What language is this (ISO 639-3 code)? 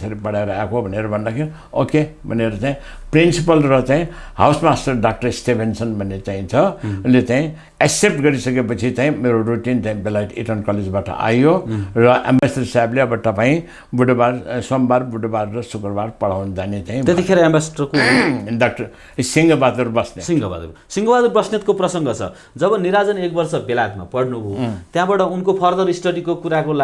nep